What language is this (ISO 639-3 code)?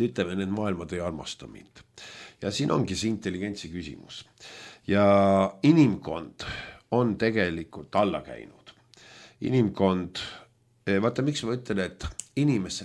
est